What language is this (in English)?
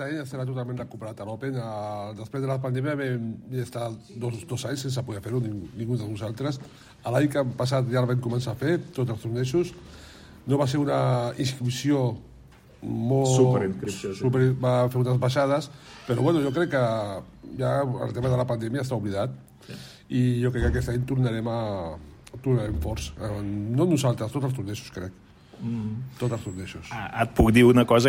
Catalan